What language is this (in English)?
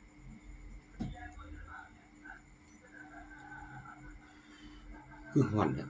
Lao